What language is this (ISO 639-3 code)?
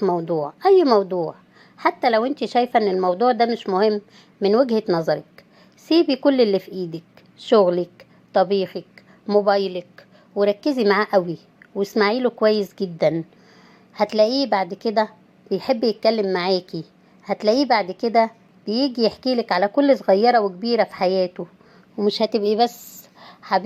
arz